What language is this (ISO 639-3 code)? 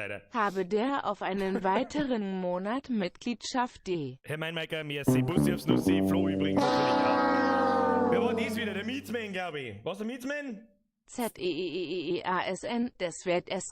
bar